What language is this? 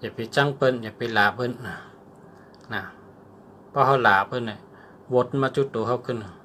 Shan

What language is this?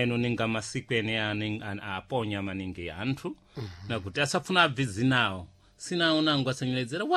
Sena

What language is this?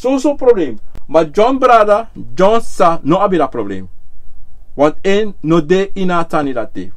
Sranan Tongo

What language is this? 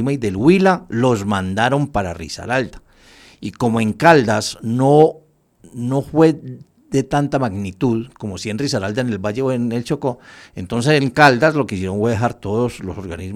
Spanish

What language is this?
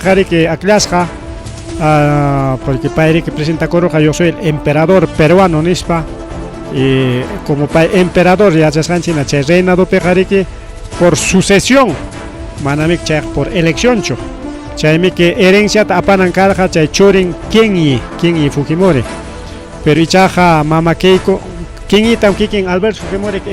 Ayacucho Quechua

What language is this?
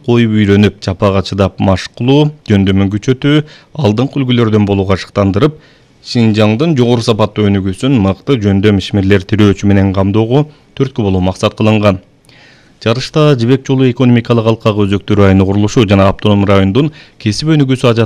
Kyrgyz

